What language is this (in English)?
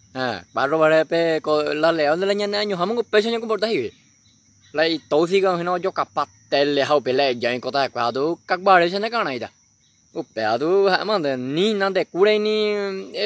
Guarani